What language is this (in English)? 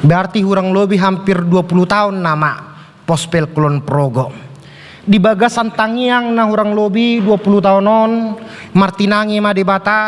Batak Toba